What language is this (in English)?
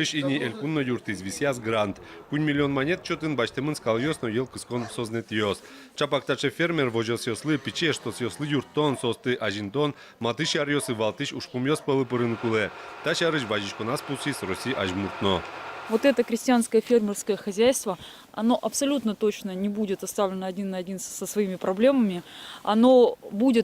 Udmurt